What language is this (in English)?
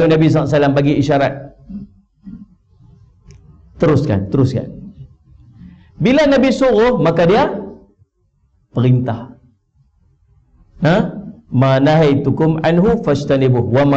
Malay